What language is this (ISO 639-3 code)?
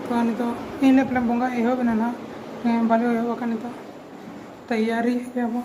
sat